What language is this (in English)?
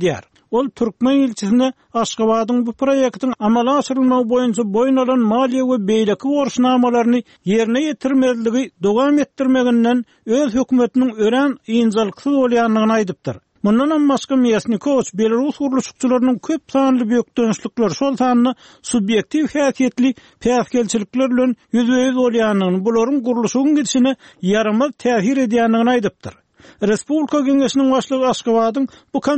Turkmen